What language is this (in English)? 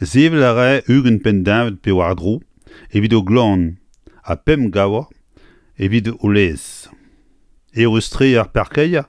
Breton